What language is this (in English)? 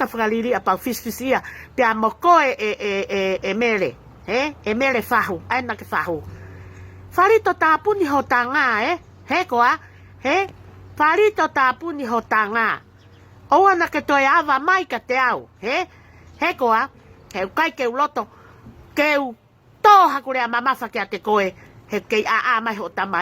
Tongan